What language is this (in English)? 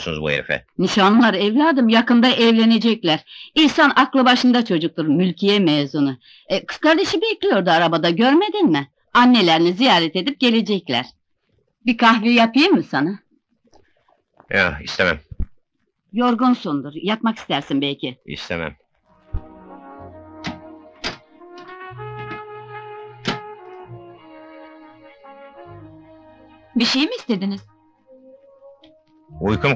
Turkish